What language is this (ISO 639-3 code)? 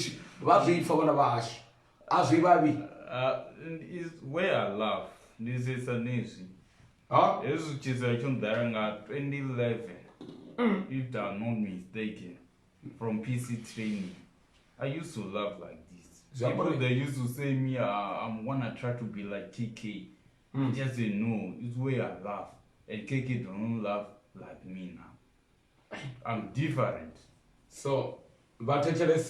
ven